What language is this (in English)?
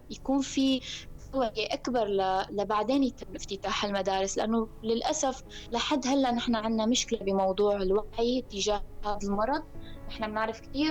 North Levantine Arabic